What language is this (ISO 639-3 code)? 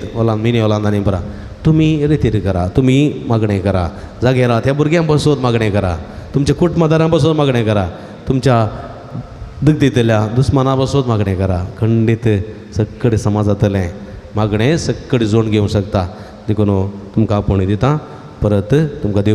kok